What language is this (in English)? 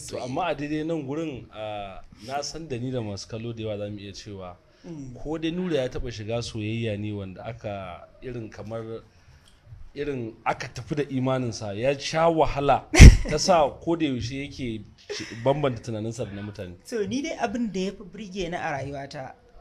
Hausa